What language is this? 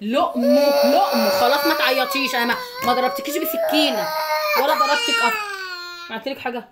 Egyptian Arabic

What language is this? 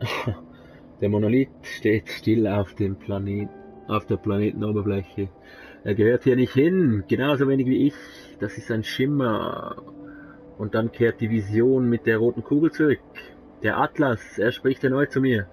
Swiss German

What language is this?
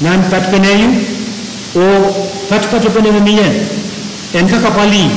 Pohnpeian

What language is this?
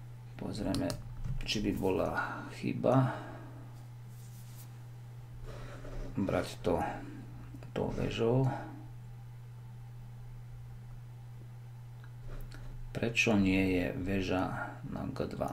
Slovak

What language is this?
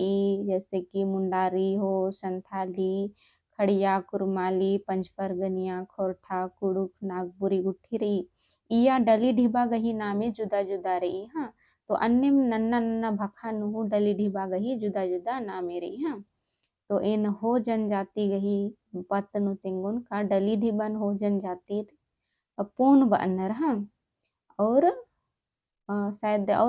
Kurukh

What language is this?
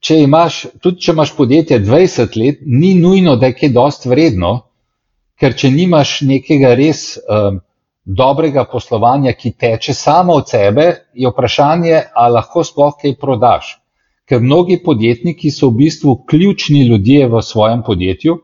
Slovenian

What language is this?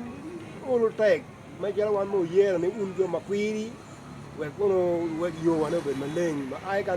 Acoli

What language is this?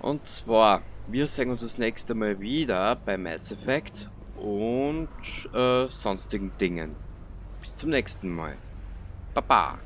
Bavarian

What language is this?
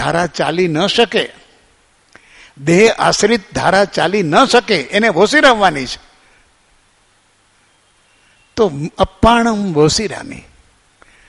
Gujarati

